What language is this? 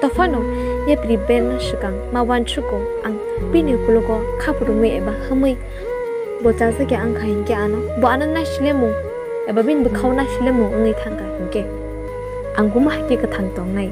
Kok Borok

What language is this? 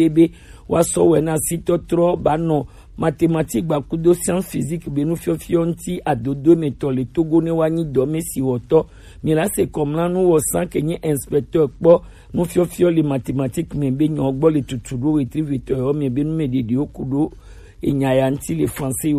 Gen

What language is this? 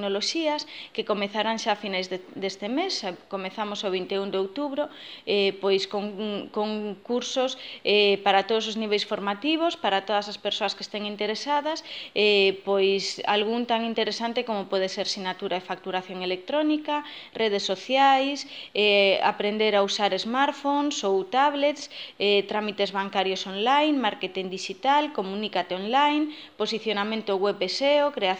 Galician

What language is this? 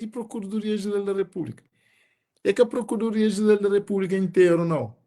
Kabuverdianu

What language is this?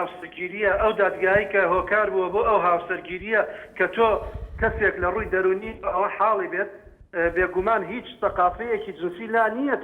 Central Kurdish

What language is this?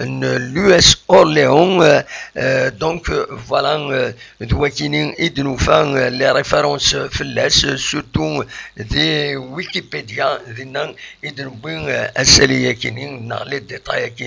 Kabyle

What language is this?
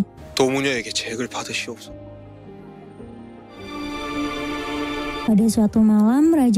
Indonesian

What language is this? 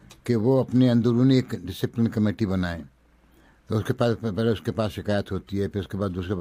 Urdu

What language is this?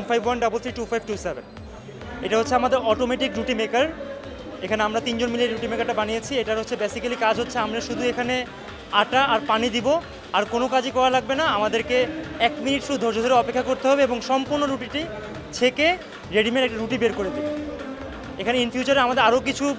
Bangla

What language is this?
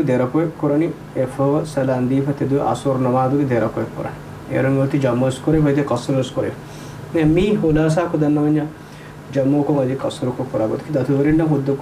Divehi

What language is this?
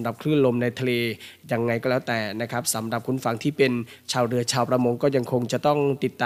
Thai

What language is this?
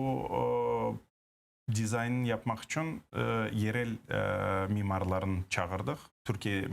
Crimean Tatar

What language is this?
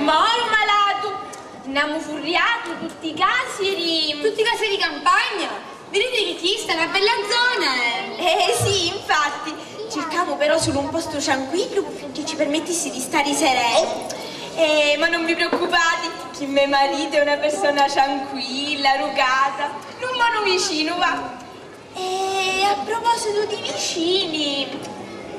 Sicilian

